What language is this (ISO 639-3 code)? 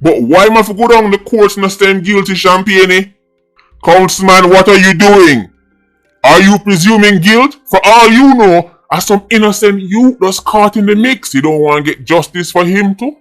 jam